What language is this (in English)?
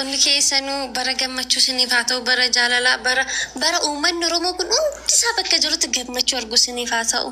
Oromo